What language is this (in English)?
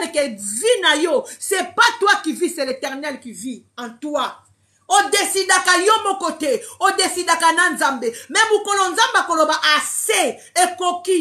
Lingala